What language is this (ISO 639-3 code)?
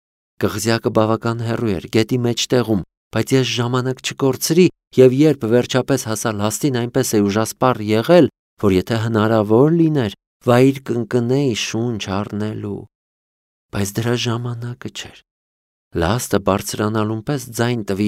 hye